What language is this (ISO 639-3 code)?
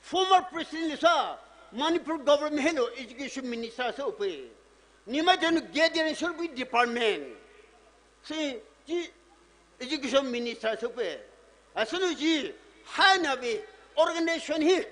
pmx